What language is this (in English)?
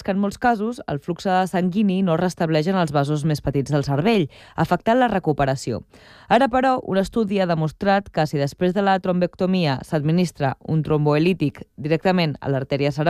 Catalan